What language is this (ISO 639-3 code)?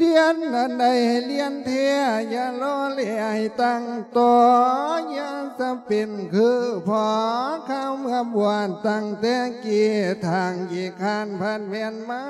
lao